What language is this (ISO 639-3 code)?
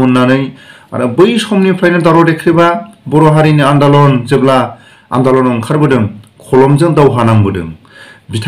brx